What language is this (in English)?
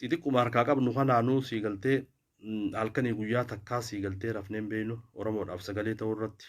Oromo